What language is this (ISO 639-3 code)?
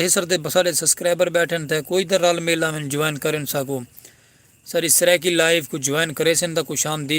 skr